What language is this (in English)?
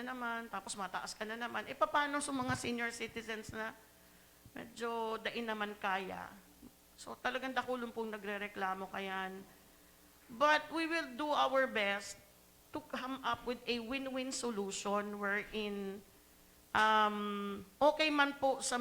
Bikol